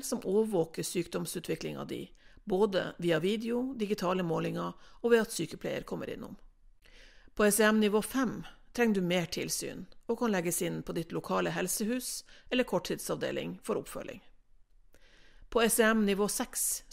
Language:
Norwegian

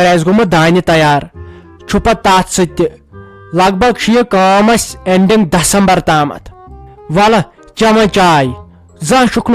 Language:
Kashmiri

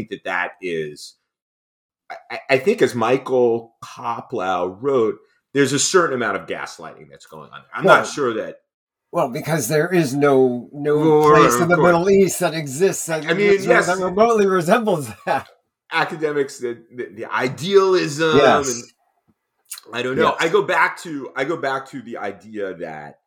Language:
English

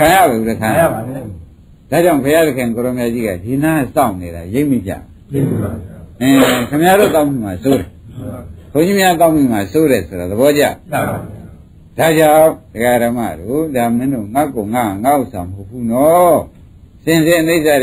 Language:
Burmese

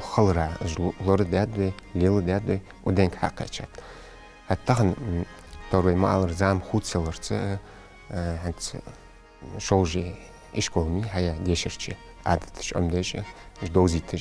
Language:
Ingush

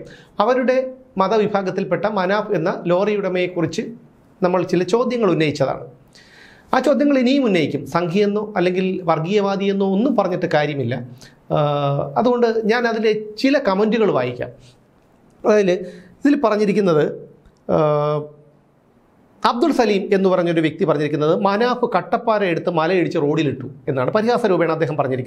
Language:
Malayalam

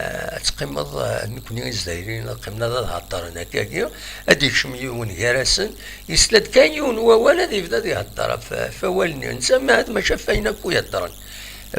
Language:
Kabyle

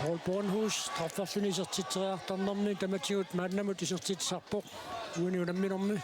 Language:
Kalaallisut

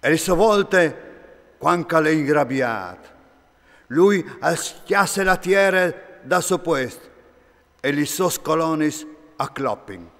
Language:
Friulian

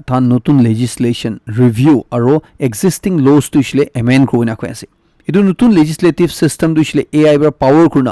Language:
Naga Pidgin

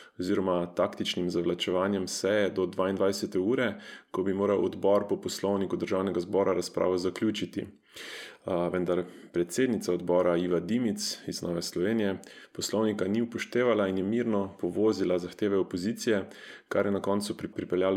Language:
Slovenian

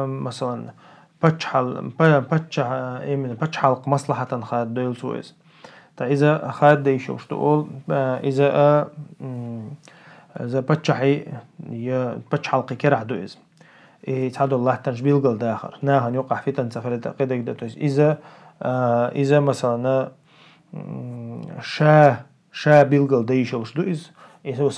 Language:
Chechen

